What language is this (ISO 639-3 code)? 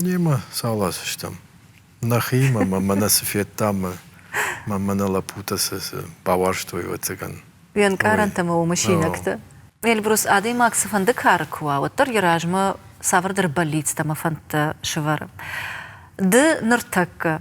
oss